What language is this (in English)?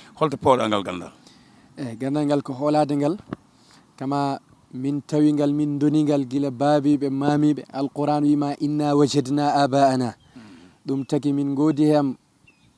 Fula